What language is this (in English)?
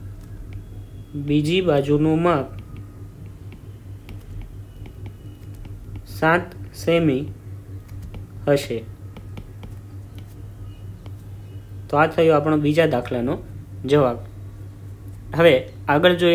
Gujarati